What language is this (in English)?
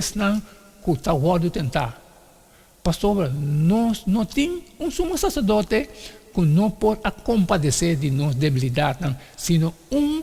Papiamento